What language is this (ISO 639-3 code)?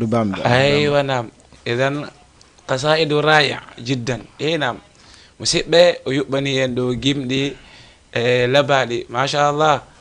ful